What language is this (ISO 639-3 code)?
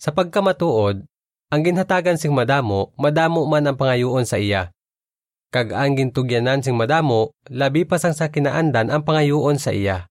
hil